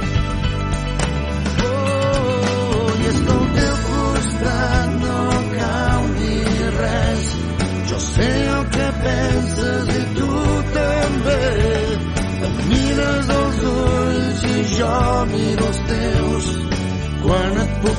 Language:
Catalan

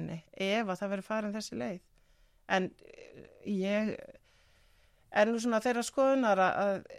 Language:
Icelandic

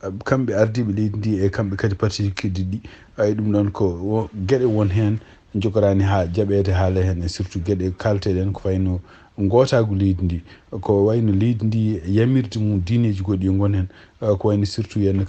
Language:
Fula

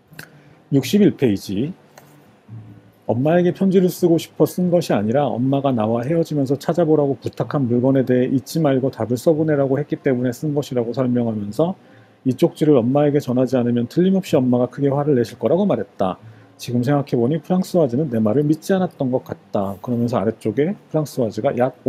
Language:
Korean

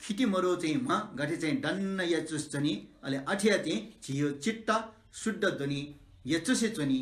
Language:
Newari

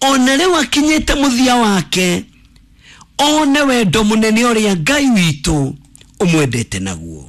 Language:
Kikuyu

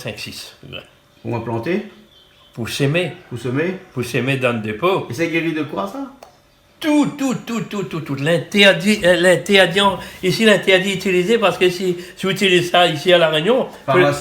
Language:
Réunion Creole French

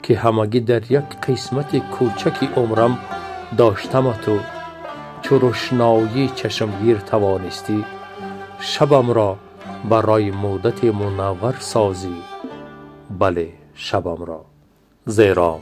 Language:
Tajik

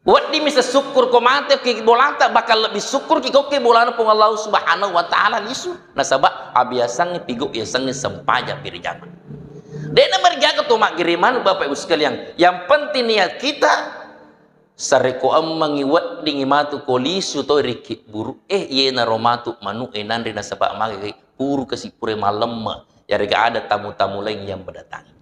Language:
Buginese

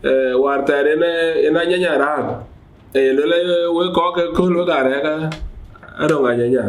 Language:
Dinka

